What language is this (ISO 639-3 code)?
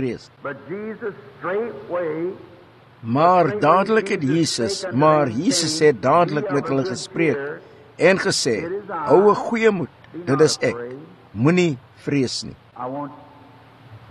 afr